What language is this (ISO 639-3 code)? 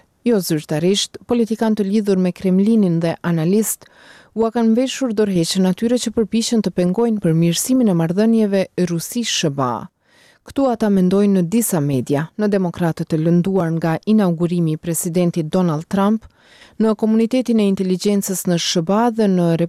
sqi